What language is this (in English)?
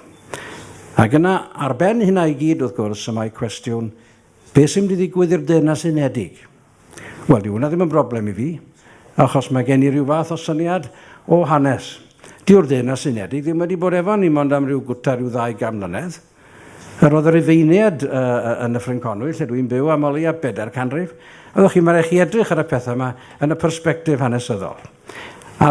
Welsh